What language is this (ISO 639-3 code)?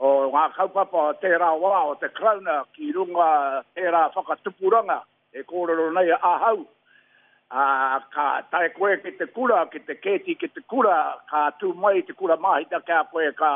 mri